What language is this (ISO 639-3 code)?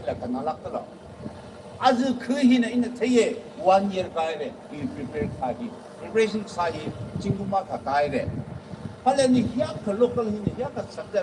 nmf